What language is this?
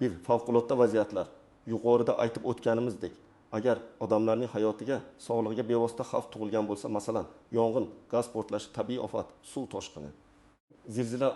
Uzbek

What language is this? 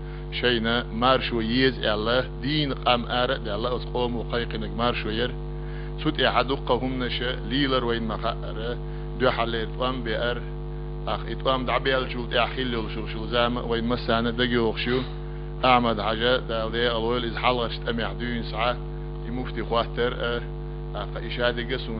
Chechen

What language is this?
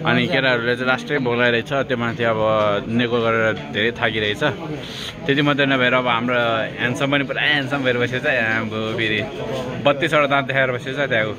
Nepali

